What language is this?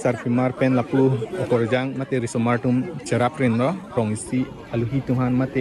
Karbi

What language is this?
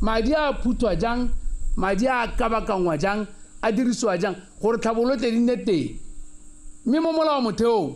Tswana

